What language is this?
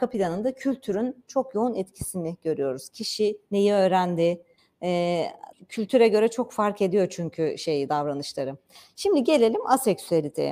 Turkish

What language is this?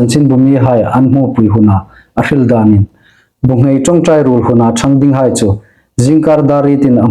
Hmar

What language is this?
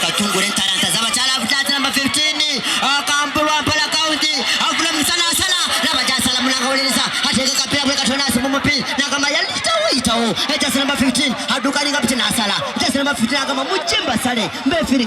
Nyankole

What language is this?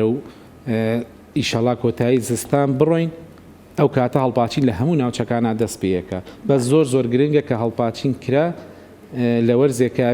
Central Kurdish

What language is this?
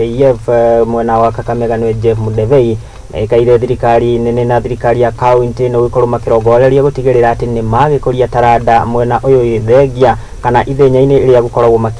Kikuyu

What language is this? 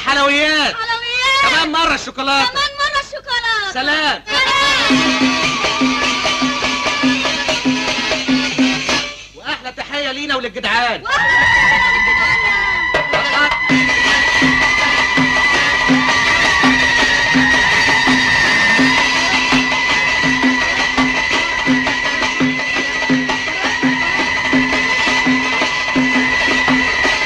Egyptian Arabic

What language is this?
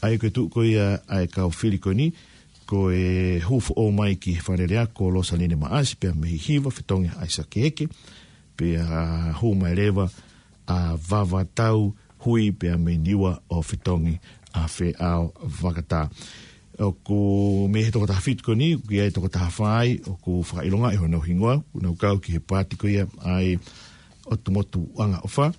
Tongan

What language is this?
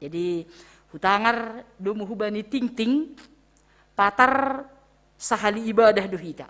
Batak Simalungun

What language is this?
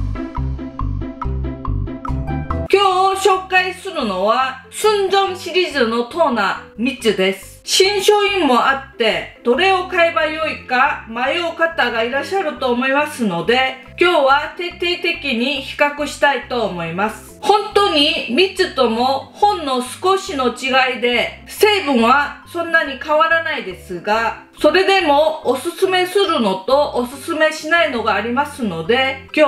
Japanese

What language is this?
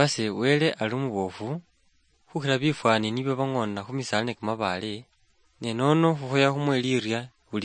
Luyia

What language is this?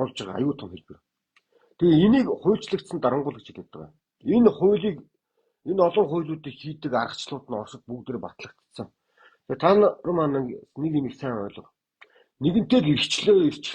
Mongolian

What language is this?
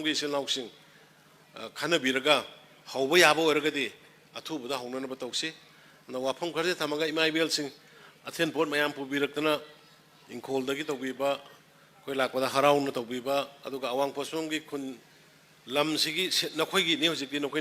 Manipuri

